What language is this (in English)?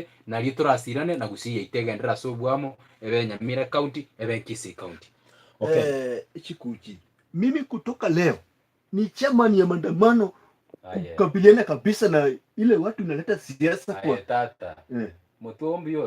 Gusii